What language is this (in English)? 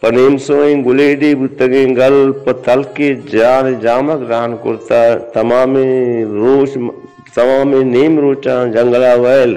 Baluchi